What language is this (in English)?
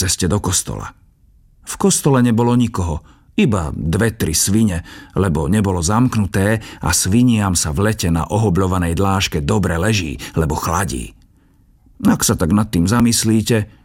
Slovak